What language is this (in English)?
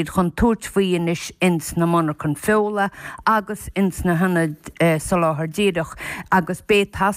Irish